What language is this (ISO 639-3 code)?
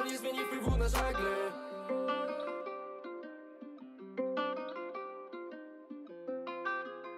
pol